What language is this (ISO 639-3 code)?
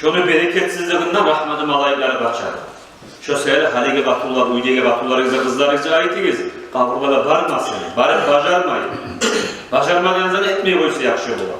kum